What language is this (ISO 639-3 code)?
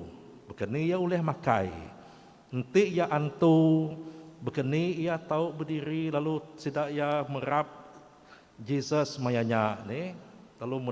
iba